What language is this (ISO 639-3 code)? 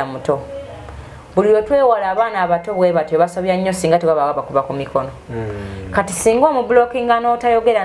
lug